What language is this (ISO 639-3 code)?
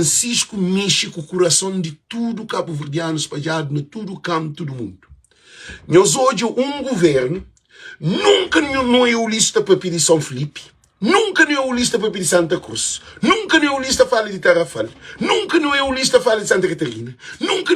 kea